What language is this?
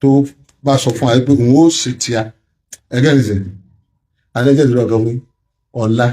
Yoruba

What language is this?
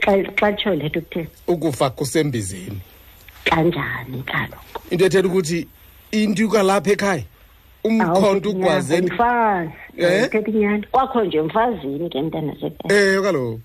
Xhosa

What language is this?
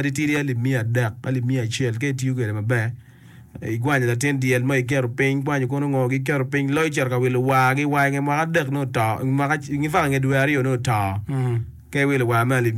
Acoli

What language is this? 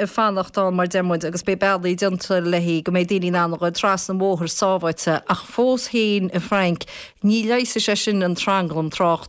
Irish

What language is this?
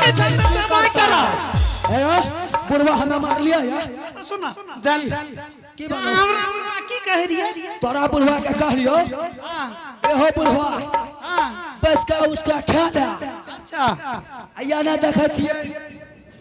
Angika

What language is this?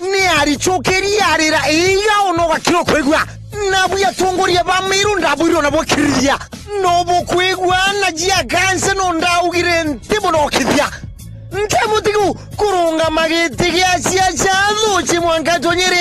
Meru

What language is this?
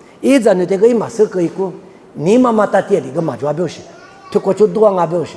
Lisu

